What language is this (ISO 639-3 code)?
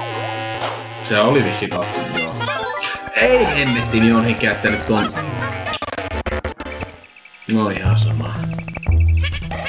fin